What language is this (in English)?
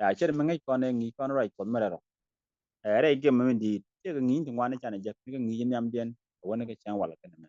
Nuer